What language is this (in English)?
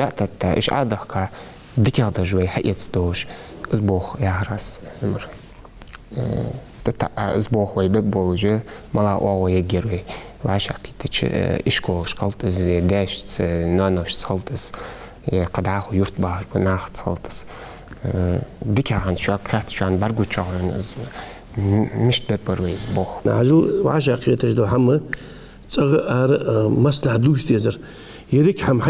Ingush